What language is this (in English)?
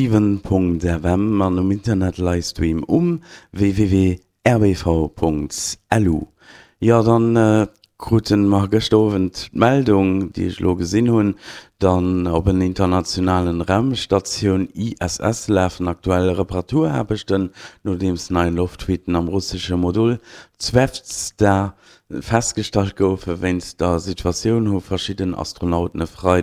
Luxembourgish